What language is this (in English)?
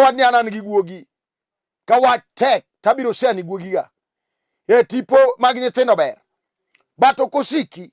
Luo (Kenya and Tanzania)